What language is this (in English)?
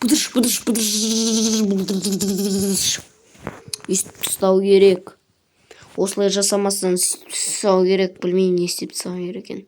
Kazakh